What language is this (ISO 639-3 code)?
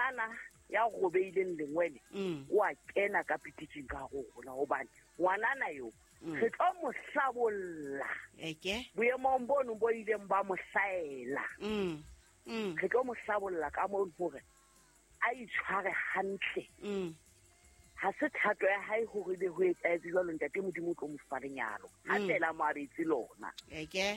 sot